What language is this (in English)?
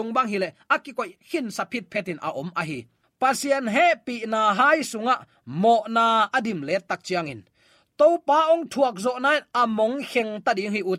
Tedim Chin